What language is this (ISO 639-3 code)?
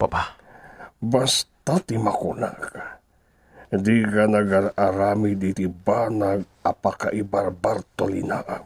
ilo